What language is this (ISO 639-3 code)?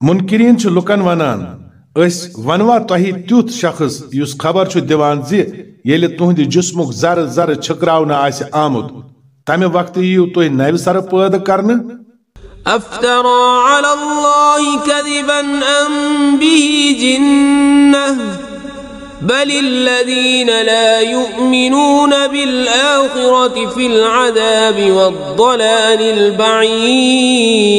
kas